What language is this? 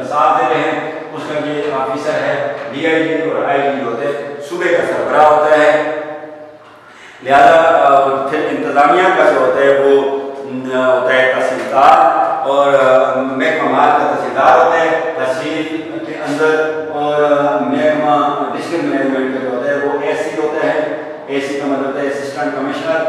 Urdu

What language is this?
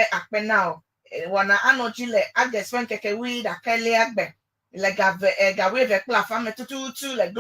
Ewe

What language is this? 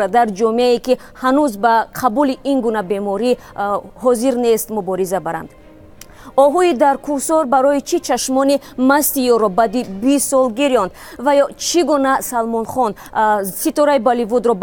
Tajik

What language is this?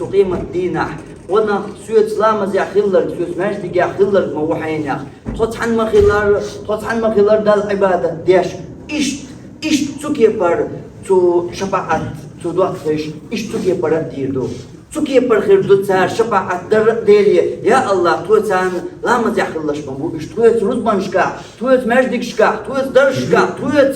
Chechen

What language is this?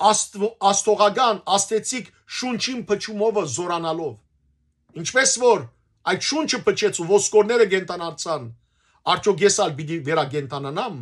Western Armenian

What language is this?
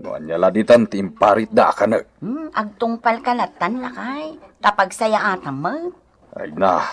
Iloko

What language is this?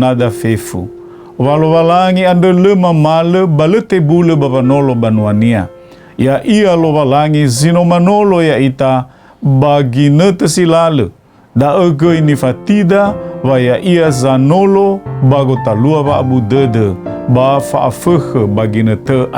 Nias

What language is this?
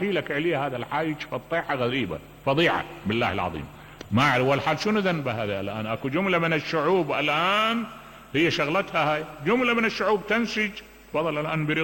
Mesopotamian Arabic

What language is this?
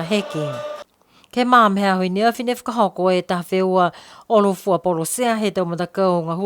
Niuean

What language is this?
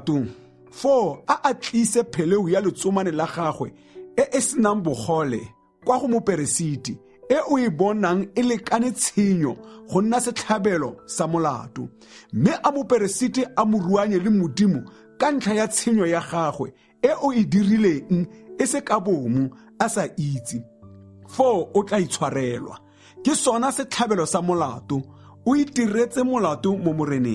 Tswana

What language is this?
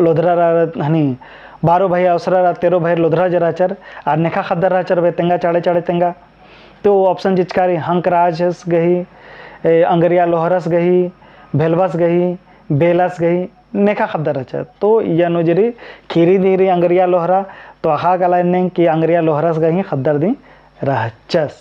Kurukh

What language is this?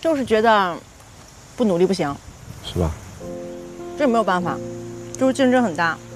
Chinese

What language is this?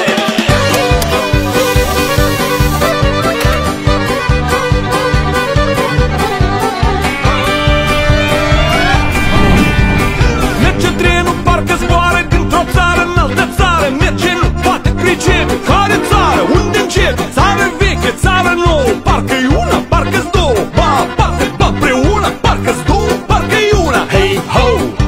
Romanian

